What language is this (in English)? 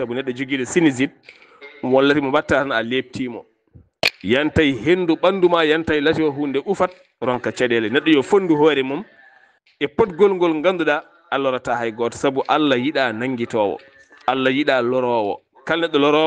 Fula